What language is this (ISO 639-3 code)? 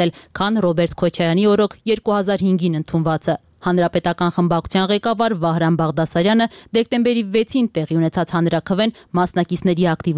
hye